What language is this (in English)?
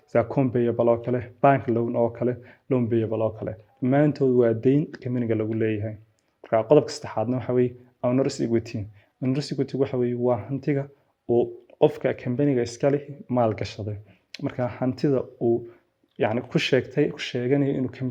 Somali